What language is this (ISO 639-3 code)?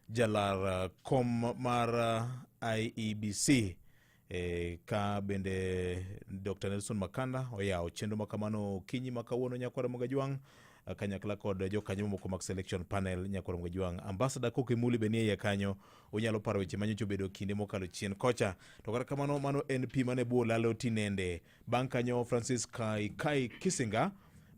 luo